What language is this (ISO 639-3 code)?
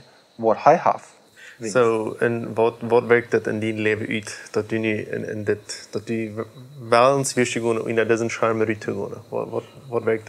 pdt